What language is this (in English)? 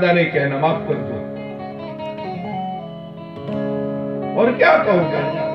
Gujarati